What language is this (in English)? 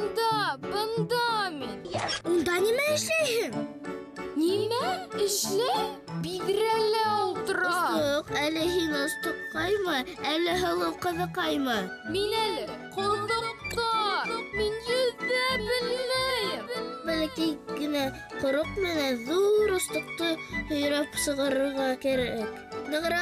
Bashkir